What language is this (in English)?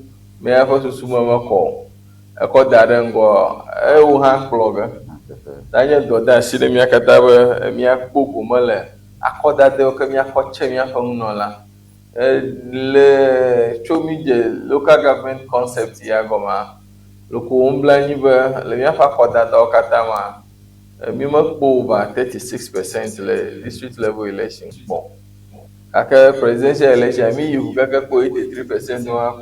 Ewe